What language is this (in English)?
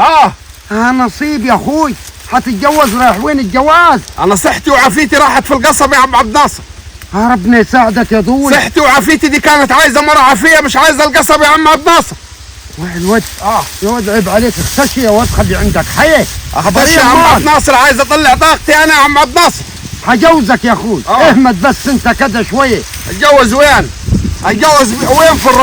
Egyptian Arabic